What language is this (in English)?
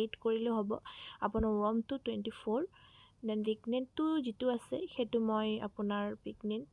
Assamese